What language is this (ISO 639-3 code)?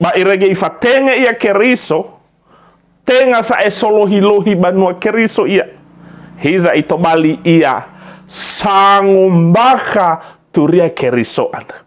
nia